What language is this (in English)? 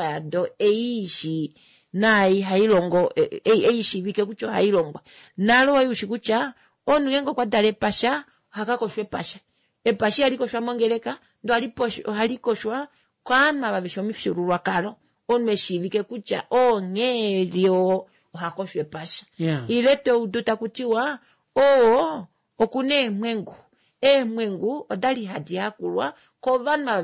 Kuanyama